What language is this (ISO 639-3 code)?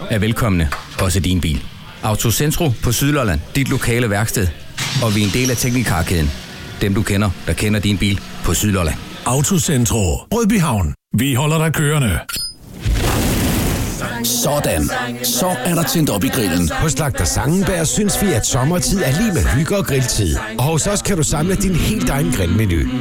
dan